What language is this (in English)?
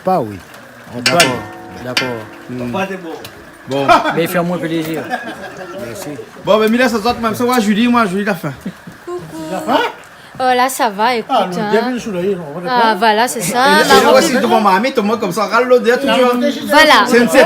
Réunion Creole French